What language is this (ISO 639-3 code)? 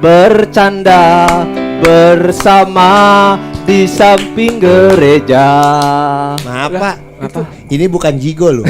bew